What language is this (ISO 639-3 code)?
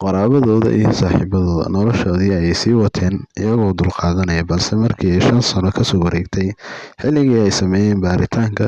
som